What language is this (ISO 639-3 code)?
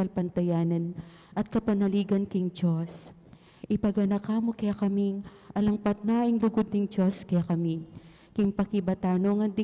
pam